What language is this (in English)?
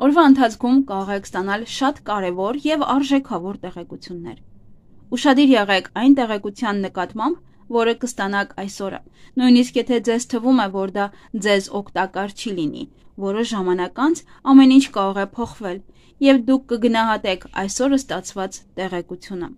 Armenian